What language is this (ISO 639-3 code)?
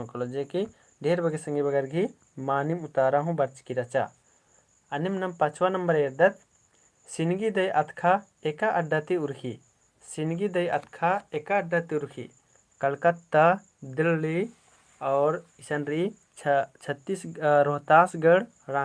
kru